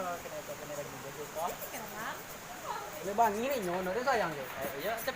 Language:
Minangkabau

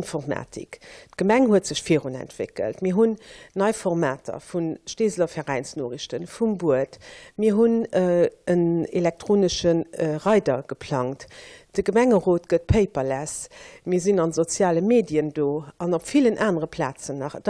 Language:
Luxembourgish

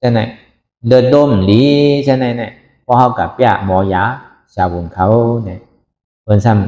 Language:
Shan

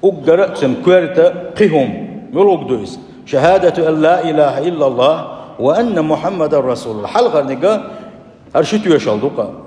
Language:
Chechen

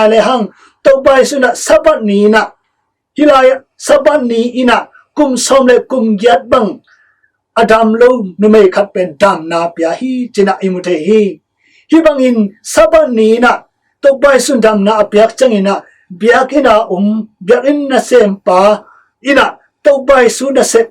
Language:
Tedim Chin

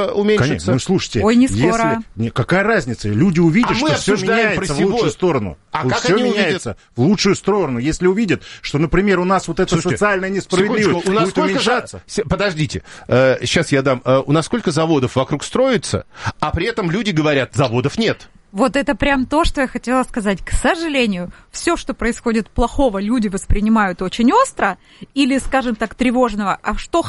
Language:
Russian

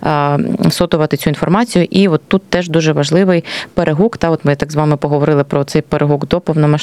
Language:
Ukrainian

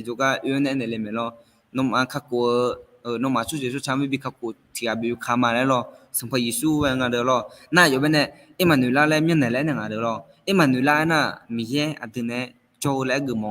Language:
Akha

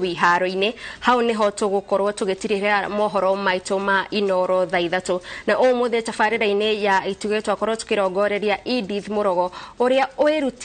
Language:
Kikuyu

